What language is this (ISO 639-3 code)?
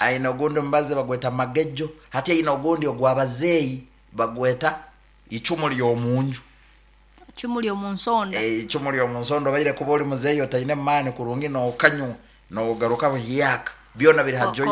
nyn